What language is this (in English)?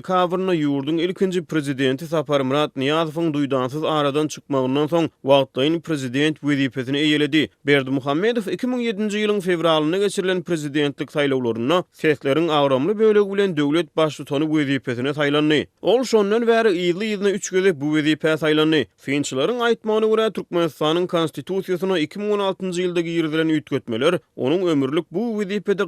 Turkmen